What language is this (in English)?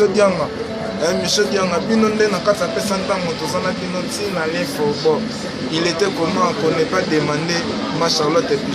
Lingala